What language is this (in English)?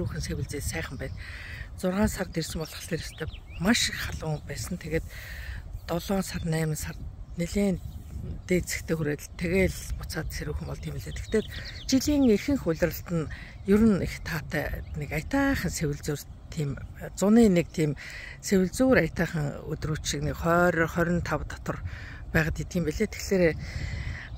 Mongolian